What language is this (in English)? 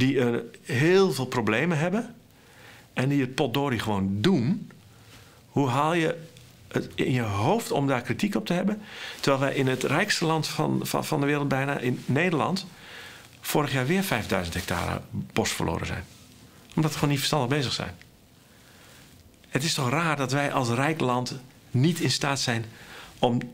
Dutch